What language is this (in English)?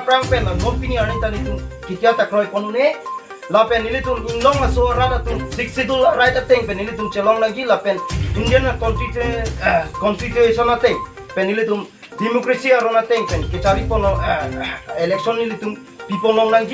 Karbi